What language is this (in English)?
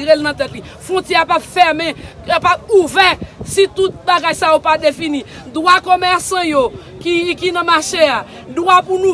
Haitian Creole